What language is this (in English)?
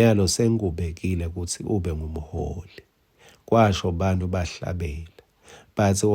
Swati